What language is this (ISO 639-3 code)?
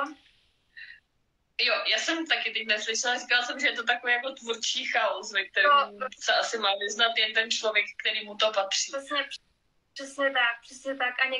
ces